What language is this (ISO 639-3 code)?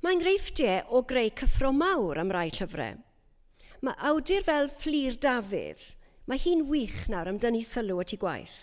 cym